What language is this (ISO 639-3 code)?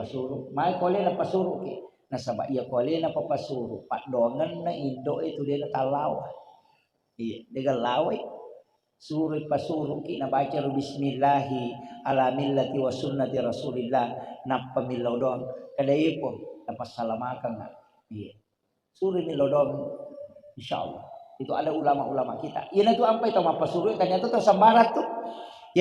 bug